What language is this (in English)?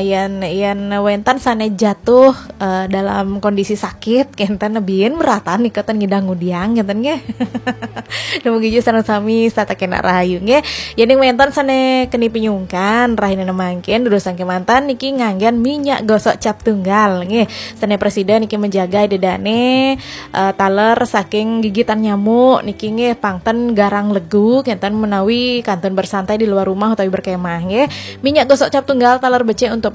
Balinese